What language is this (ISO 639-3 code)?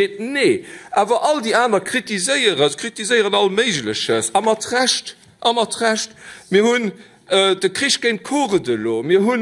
ltz